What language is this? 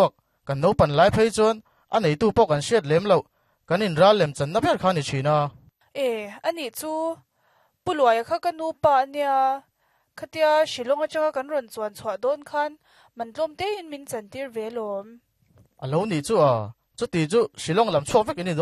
Mizo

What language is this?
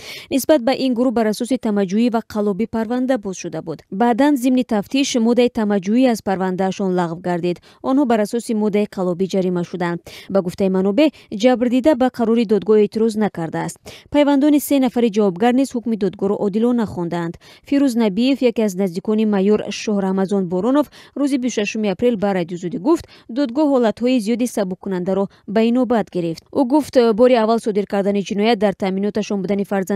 Tajik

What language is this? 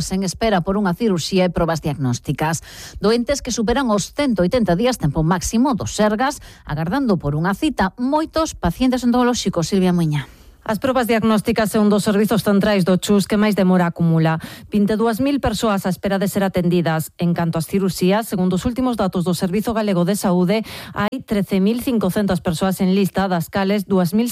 Galician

